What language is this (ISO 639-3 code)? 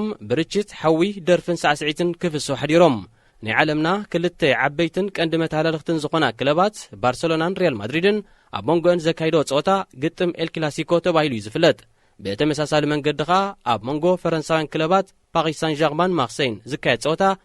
tir